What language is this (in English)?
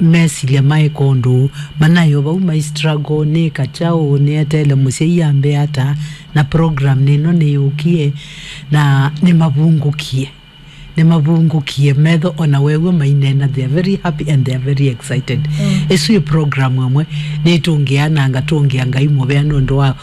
Kamba